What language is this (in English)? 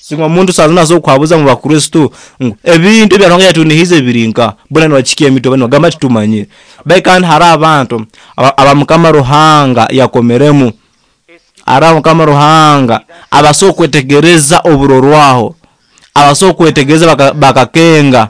Nyoro